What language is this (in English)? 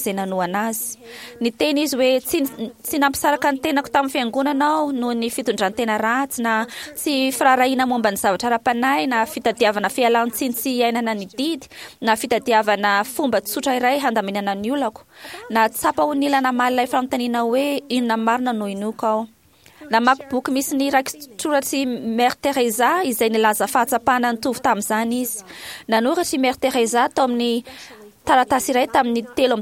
Malagasy